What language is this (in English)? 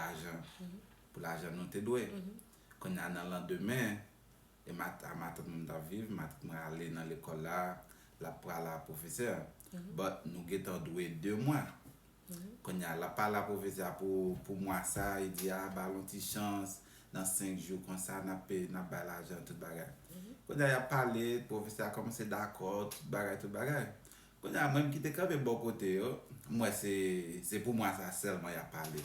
Haitian Creole